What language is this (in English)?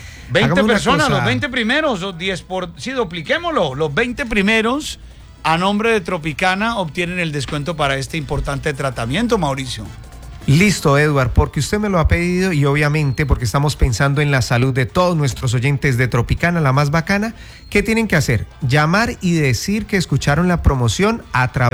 Spanish